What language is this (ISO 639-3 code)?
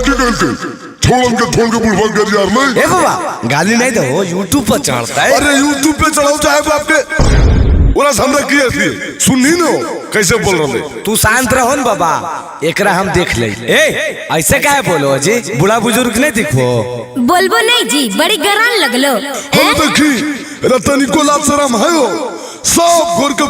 mag